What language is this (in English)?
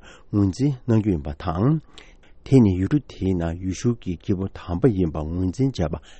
Tibetan